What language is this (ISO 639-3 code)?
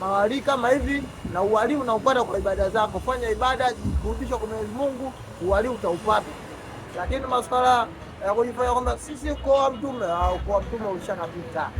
swa